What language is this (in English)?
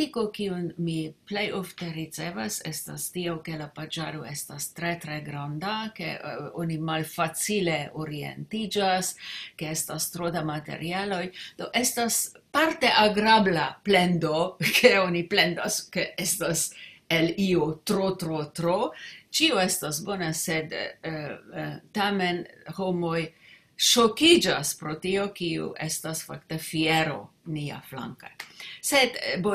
Esperanto